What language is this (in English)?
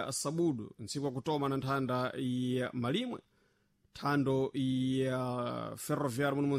Sena